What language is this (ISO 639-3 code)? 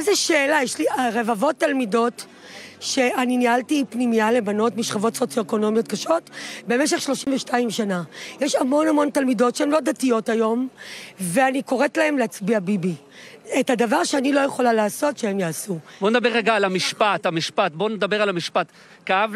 heb